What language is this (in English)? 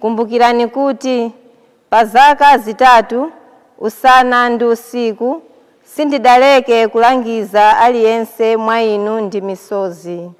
Nyanja